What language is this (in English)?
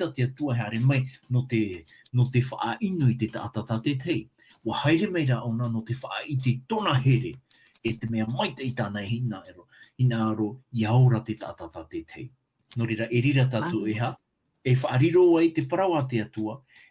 Tahitian